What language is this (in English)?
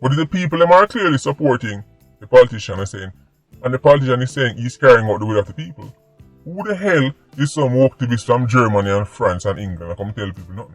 Jamaican Creole English